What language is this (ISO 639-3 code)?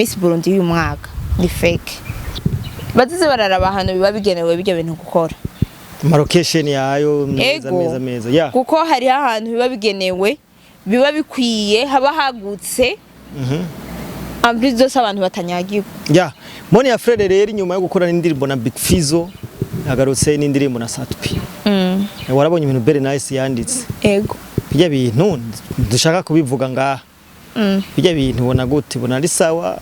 run